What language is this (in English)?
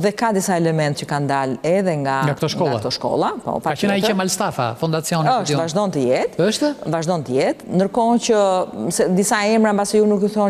Albanian